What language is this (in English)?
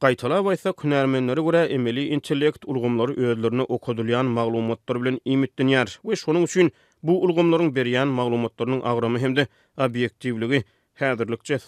Turkmen